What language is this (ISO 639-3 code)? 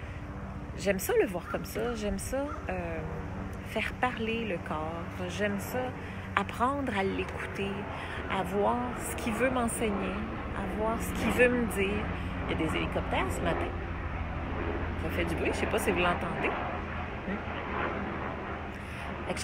fra